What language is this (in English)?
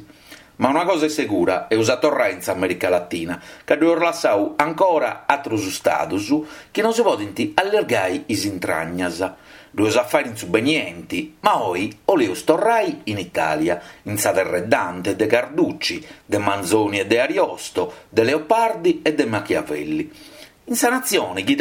Sardinian